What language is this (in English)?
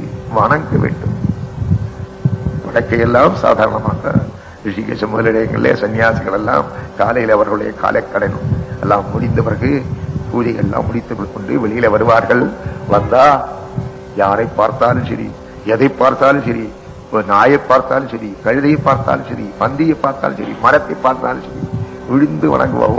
Tamil